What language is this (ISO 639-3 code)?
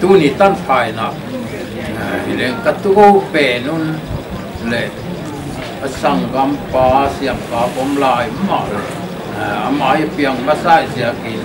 pck